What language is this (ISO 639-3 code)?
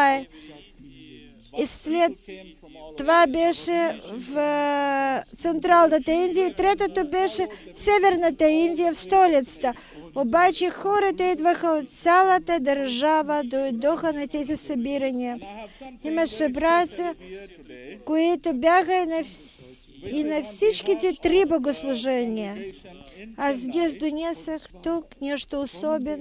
bul